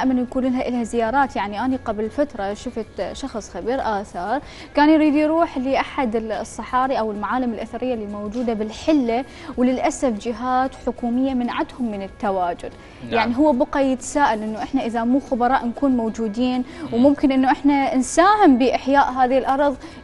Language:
Mesopotamian Arabic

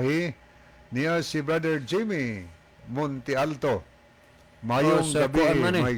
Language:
Cebuano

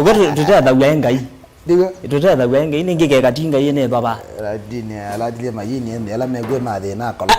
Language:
Kamba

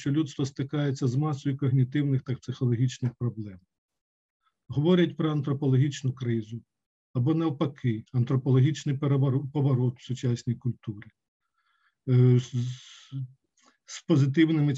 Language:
Ukrainian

